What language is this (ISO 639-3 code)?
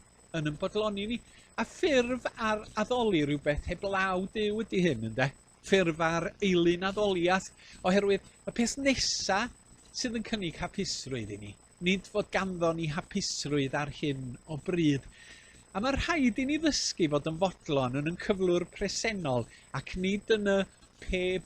cym